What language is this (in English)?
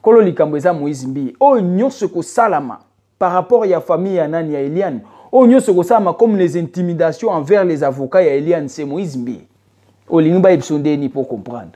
Lingala